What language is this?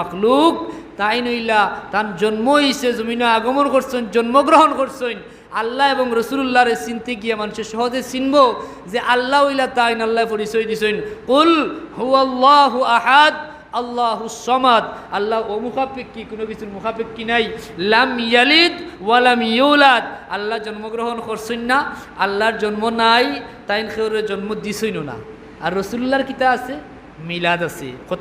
Sylheti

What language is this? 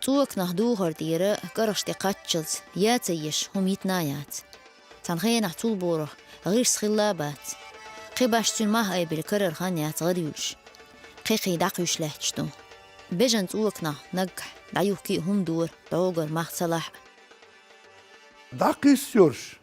Chechen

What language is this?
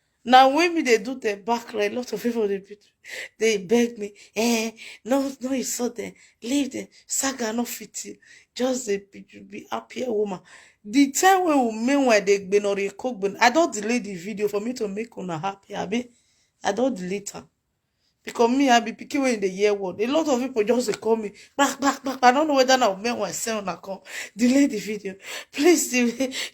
Nigerian Pidgin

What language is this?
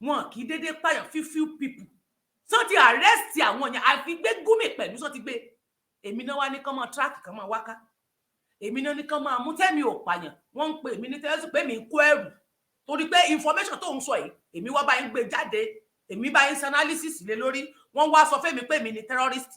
Yoruba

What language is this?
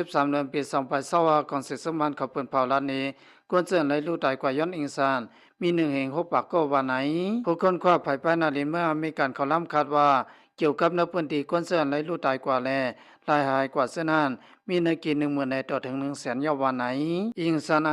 Lao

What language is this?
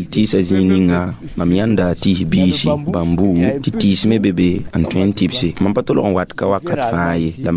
Mossi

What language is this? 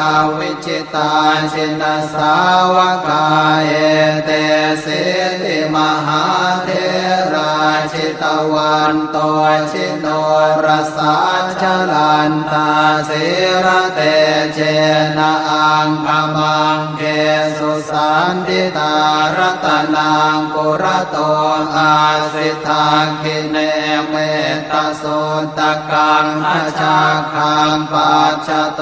Pali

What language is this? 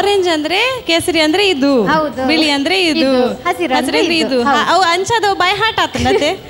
Kannada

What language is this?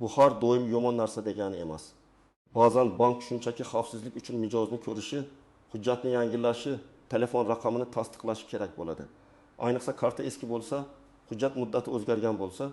Uzbek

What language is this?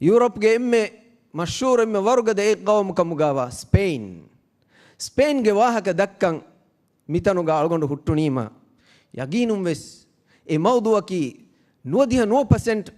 Divehi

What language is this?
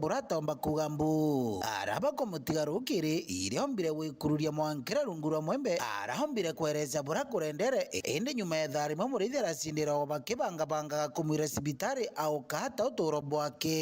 Meru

